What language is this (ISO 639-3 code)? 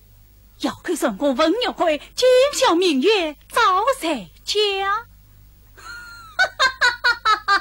zho